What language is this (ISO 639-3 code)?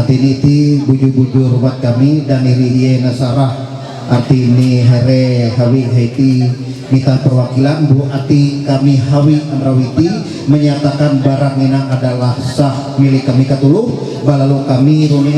mhy